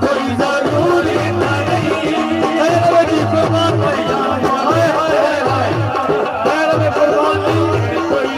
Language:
Saraiki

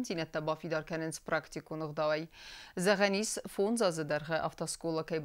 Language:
Ossetic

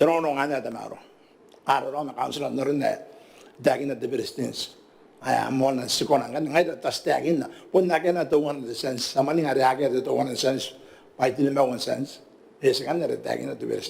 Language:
Gilbertese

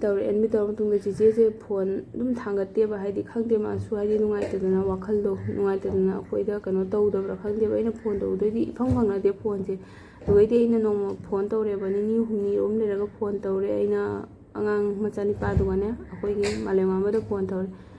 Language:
Manipuri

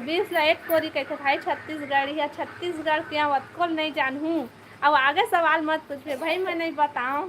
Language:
Chhattisgarhi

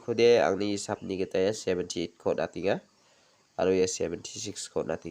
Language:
Garo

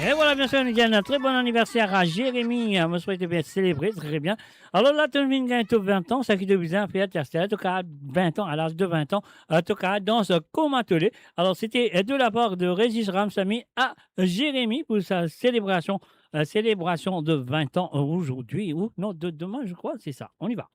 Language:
Morisyen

